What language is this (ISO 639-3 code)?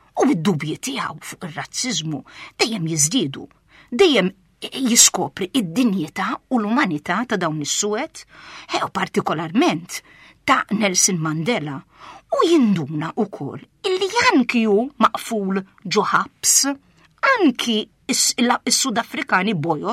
mlt